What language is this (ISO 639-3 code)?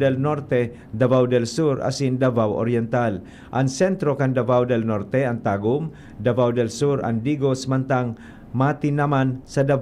bik